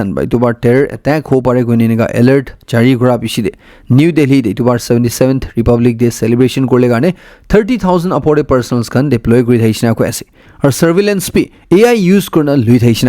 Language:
Naga Pidgin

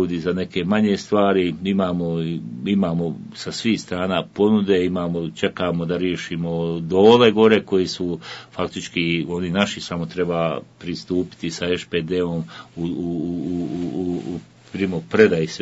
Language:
Bosnian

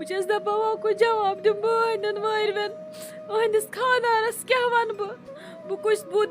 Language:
Kashmiri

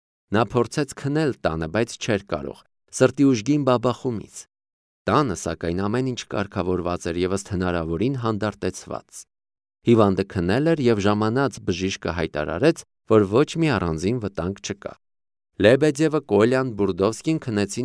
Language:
Armenian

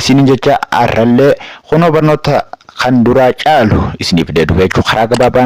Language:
Oromo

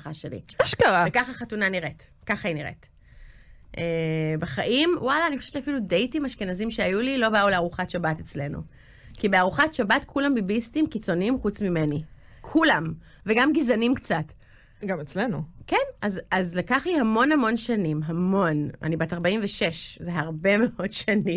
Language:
Hebrew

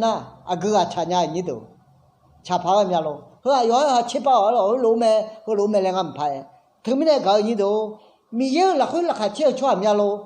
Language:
Akha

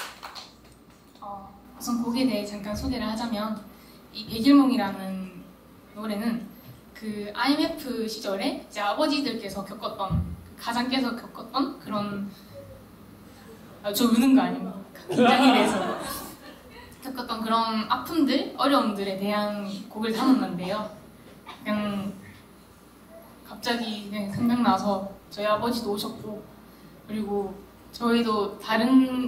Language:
Korean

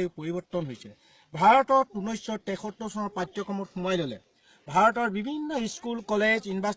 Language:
Assamese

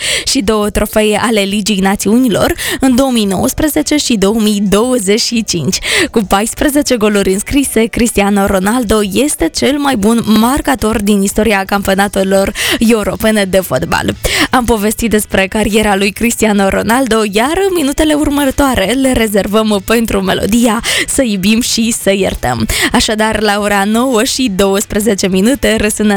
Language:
Romanian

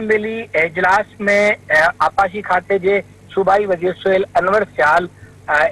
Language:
Sindhi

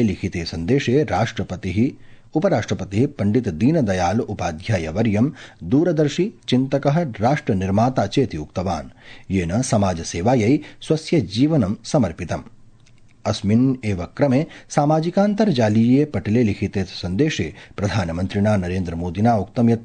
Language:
Sanskrit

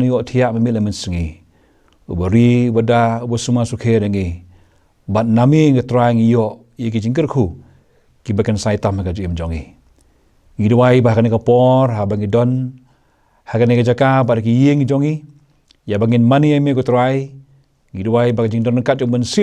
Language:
Khasi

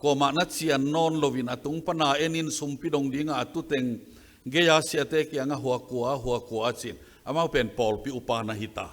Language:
Tedim Chin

